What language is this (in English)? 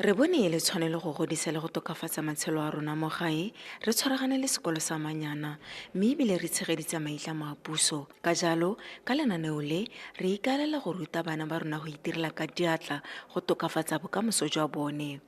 Tswana